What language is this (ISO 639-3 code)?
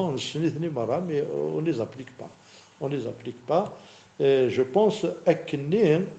kab